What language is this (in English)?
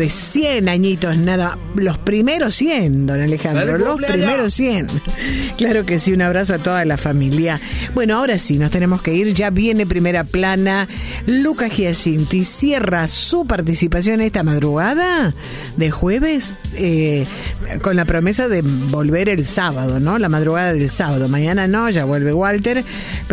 Spanish